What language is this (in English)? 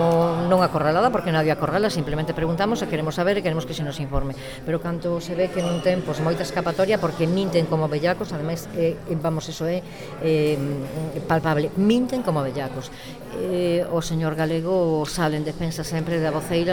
Galician